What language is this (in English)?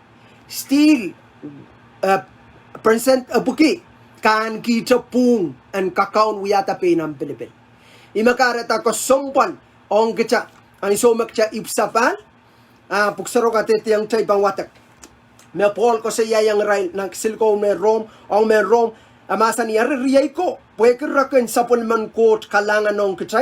Pohnpeian